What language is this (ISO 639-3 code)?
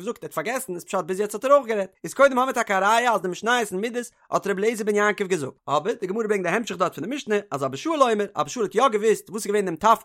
yid